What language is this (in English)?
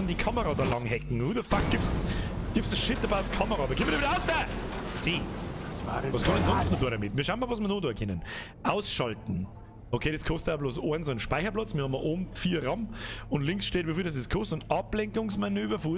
Bavarian